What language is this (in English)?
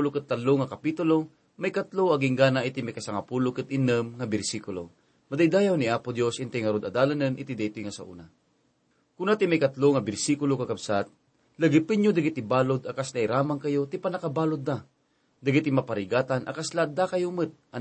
Iloko